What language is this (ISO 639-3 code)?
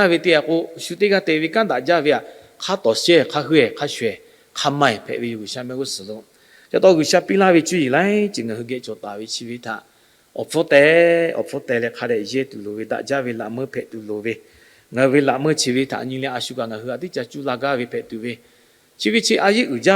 lhu